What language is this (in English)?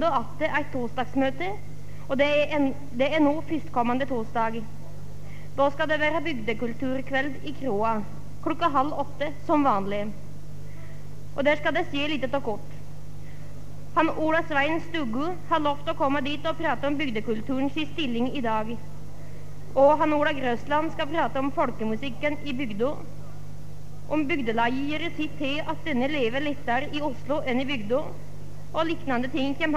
Norwegian